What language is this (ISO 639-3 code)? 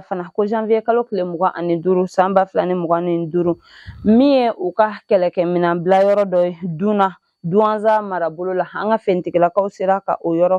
bam